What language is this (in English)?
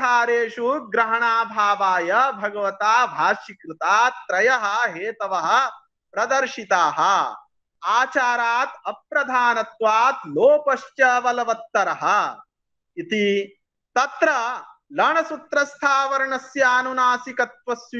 Sanskrit